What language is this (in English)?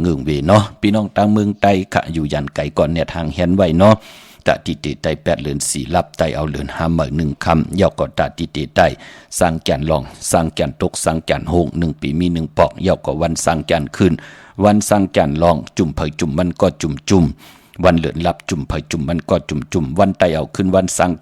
Shan